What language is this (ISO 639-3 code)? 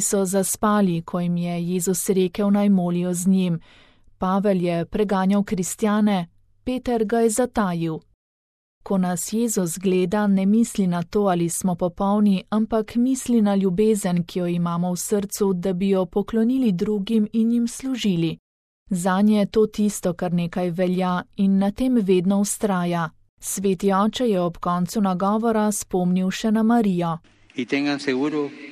slv